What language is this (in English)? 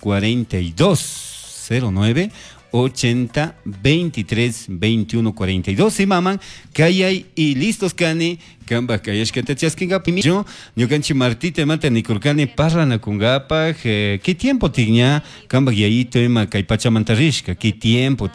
Chimborazo Highland Quichua